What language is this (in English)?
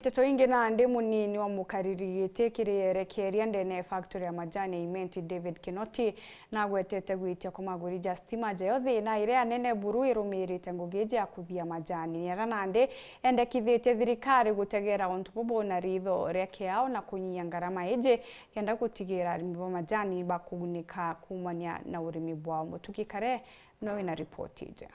Meru